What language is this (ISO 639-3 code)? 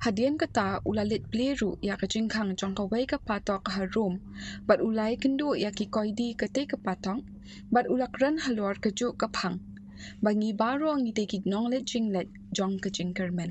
kha